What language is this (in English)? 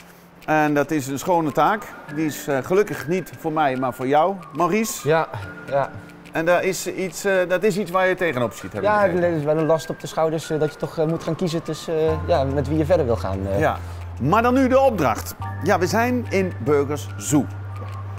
Dutch